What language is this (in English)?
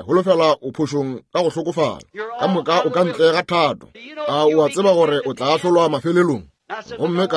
Northern Sotho